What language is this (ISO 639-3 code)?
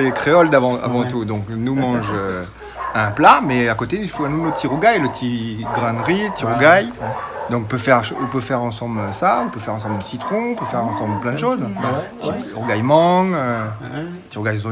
rcf